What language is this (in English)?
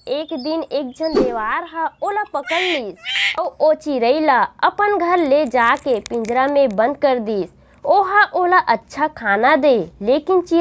Chhattisgarhi